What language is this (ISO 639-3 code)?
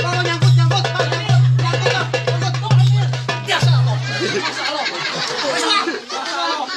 bew